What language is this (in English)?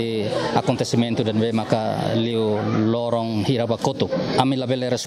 Tetum